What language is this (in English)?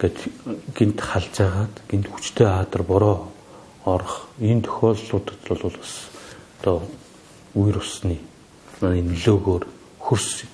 Mongolian